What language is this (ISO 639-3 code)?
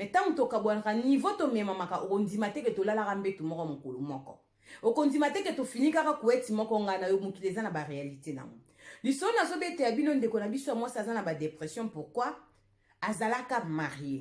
lin